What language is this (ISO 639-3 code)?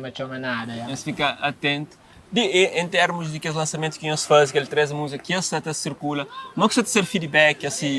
kea